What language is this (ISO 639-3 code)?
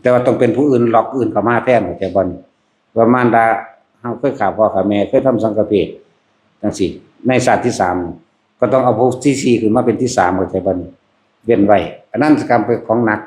tts